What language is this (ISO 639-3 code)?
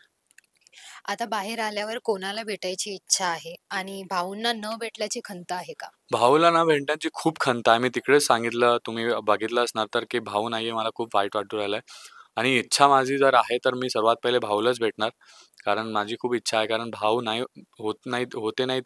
mar